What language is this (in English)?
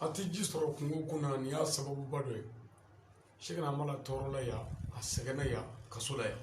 Bambara